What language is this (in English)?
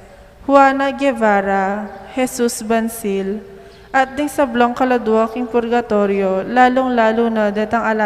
Pampanga